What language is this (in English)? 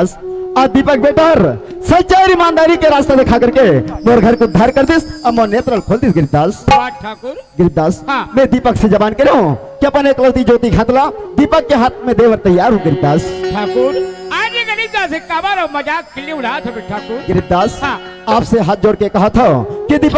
Chhattisgarhi